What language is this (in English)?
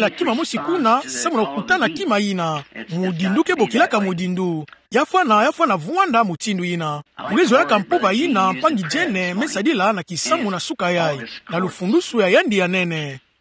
Kituba (Democratic Republic of Congo)